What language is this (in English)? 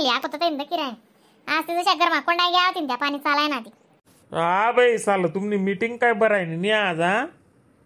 Khandesi